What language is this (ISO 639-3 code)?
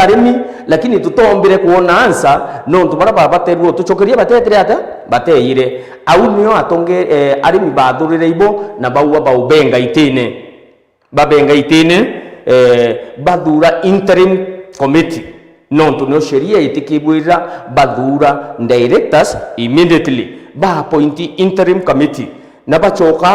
mer